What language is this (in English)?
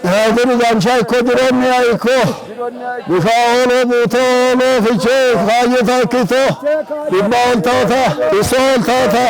Sidamo